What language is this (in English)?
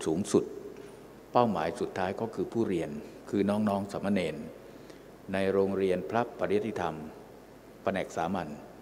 Thai